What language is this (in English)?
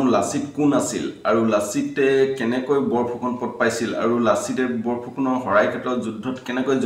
Assamese